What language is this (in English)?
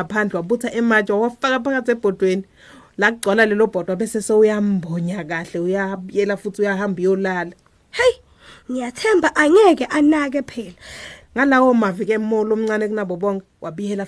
Swati